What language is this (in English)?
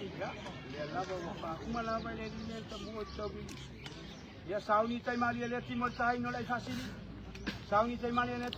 Samoan